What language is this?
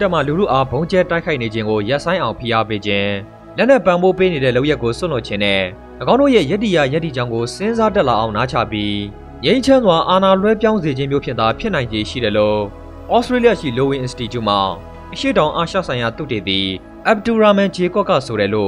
Burmese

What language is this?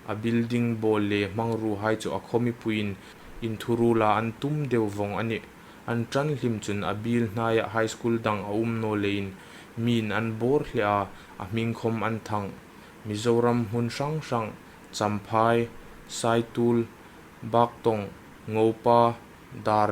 Hmar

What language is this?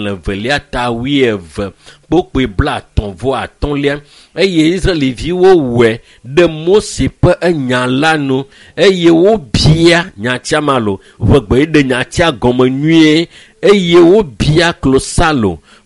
Ewe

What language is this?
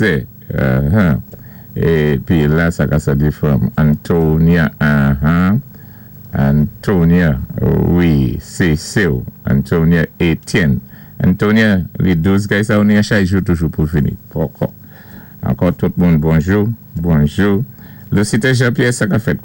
Saint Lucian Creole French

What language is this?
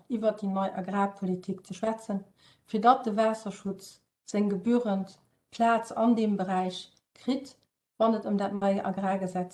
Luxembourgish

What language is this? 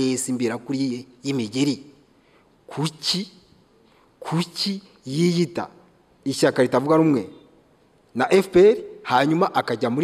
Kinyarwanda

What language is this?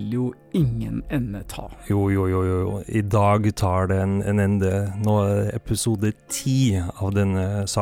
Norwegian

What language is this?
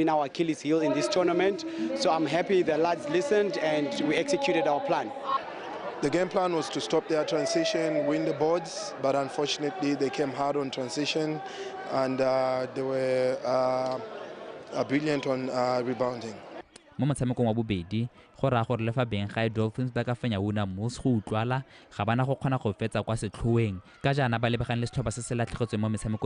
Tswana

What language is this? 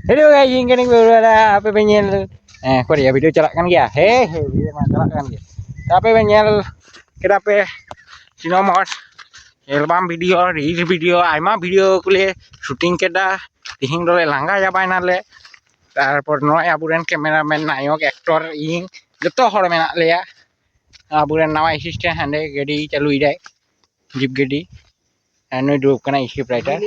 Santali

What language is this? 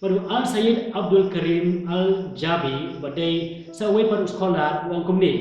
Khasi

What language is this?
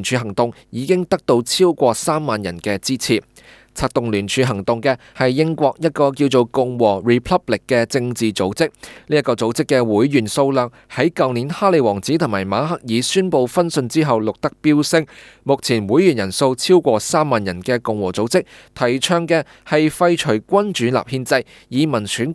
Cantonese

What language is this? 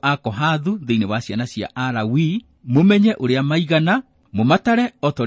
Kikuyu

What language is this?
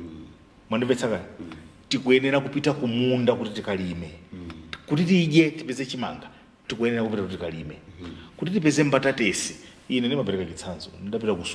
Nyanja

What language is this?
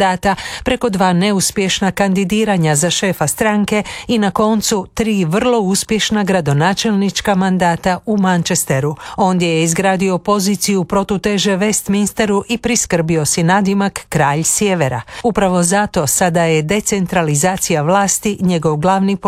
Croatian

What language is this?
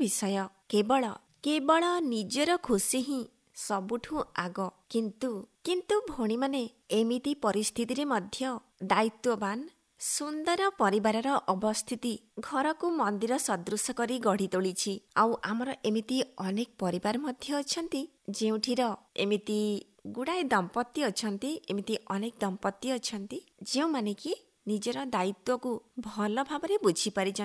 Odia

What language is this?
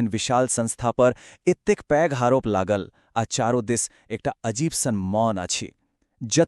Maithili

